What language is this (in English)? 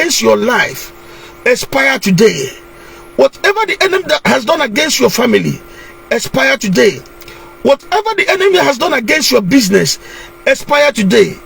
Igbo